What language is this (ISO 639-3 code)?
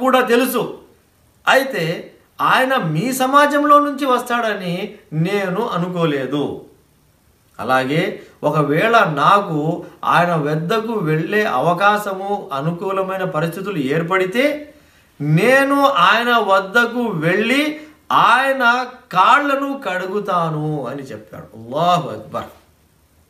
tel